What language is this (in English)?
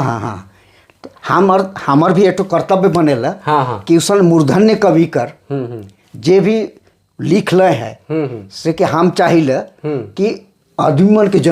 Sadri